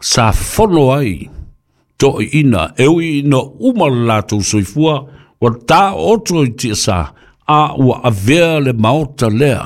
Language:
Samoan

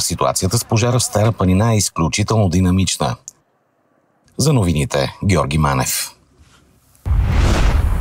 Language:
Bulgarian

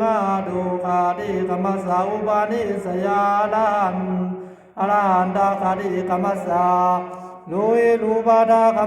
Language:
Pali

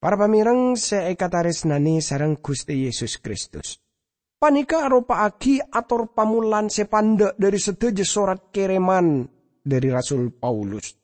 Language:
Madurese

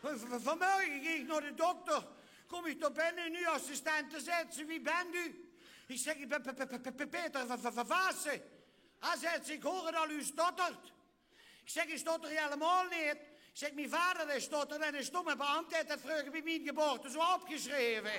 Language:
Limburgish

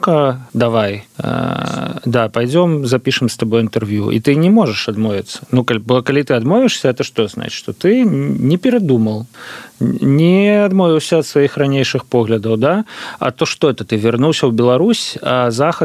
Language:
Belarusian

